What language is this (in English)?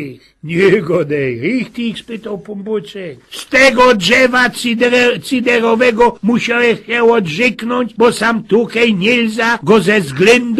Silesian